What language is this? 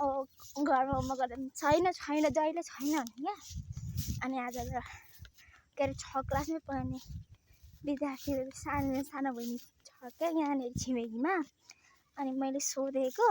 Nepali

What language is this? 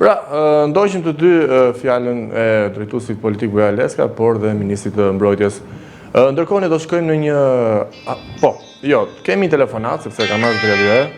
Albanian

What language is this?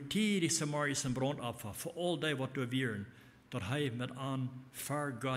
Plautdietsch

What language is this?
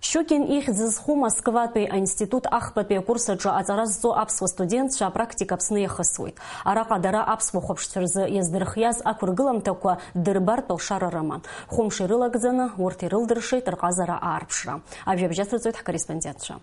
Abkhazian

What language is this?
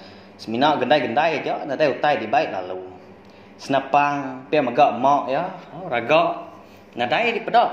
Iban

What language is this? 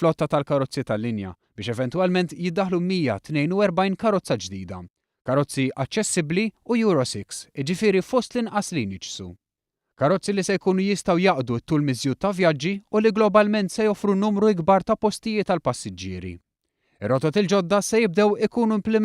Maltese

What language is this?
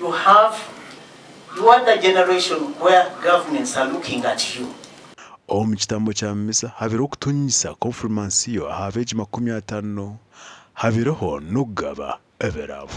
Nyankole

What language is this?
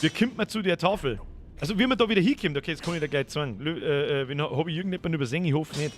Bavarian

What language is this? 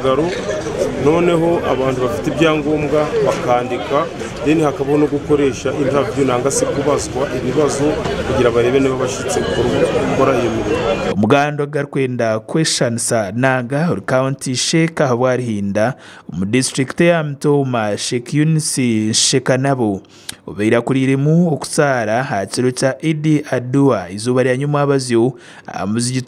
Nyankole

